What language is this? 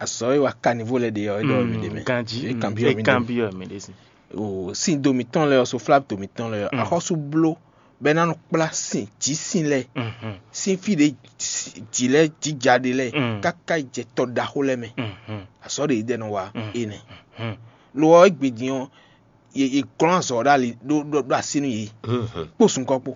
Fon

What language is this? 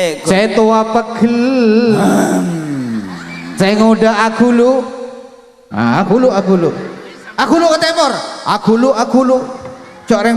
Madurese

